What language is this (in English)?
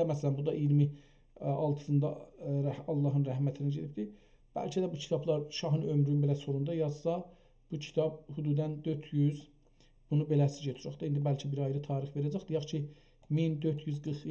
South Azerbaijani